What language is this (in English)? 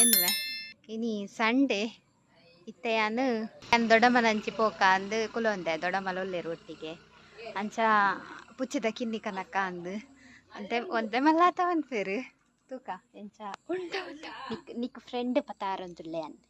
Tulu